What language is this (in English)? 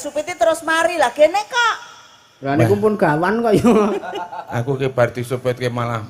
Javanese